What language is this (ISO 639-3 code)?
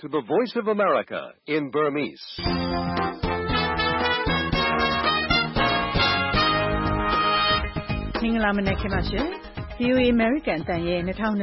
mya